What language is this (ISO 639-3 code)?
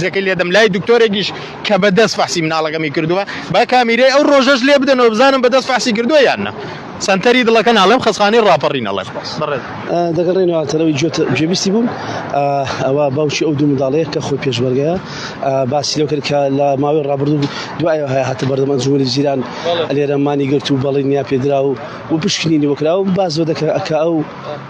ckb